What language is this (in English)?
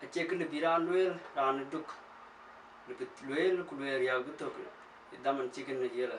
Dinka